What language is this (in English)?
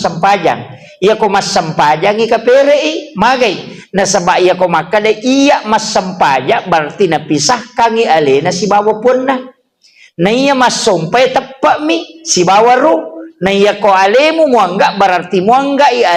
Buginese